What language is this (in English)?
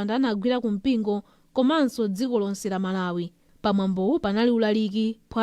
Nyanja